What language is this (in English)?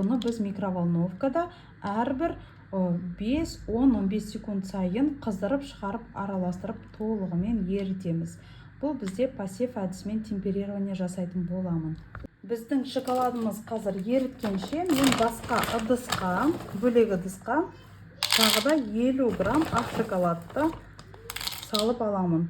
Kazakh